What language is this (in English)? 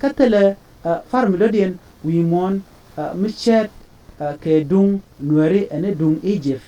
Nuer